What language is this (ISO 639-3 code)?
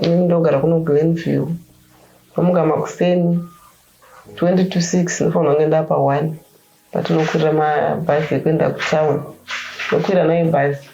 sna